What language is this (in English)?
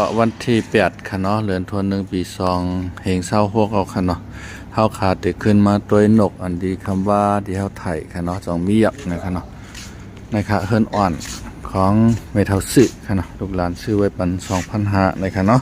Shan